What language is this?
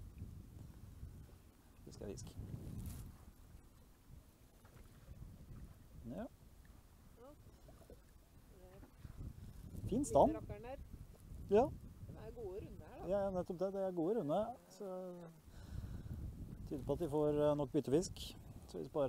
Norwegian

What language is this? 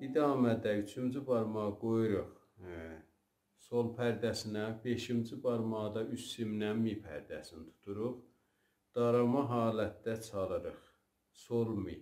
South Azerbaijani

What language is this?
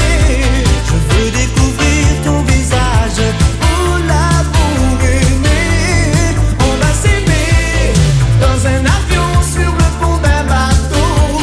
French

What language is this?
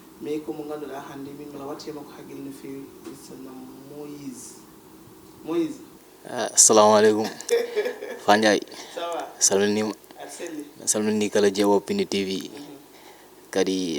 Fula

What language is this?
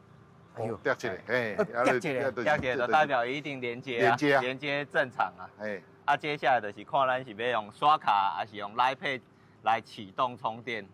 Min Nan Chinese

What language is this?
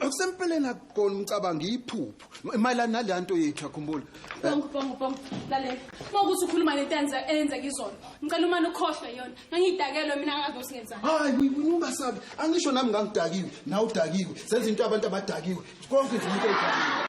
Zulu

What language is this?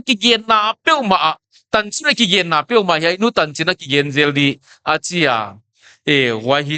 Paite Chin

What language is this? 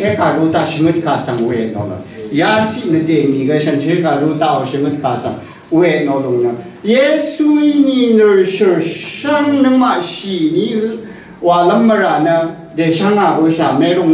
Rawang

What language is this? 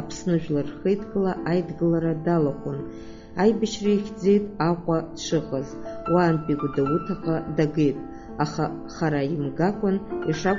Abkhazian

